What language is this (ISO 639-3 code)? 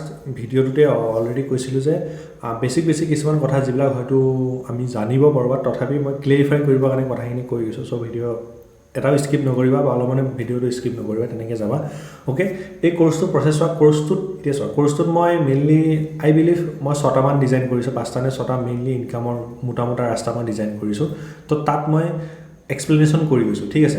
asm